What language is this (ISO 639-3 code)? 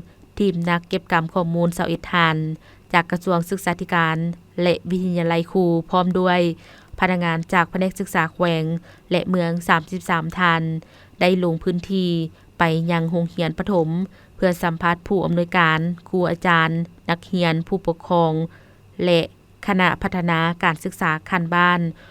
lao